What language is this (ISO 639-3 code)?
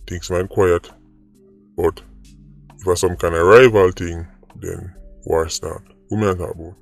jam